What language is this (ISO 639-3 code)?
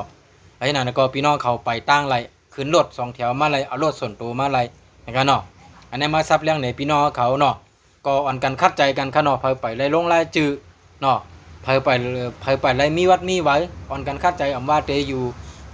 shn